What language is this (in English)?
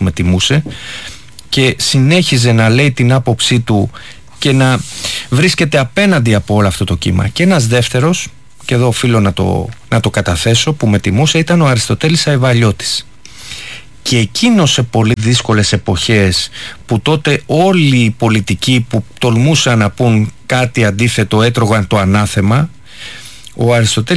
Greek